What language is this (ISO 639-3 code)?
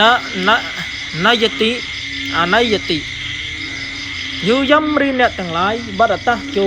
khm